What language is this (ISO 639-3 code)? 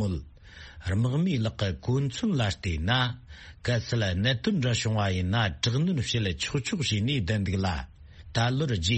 bod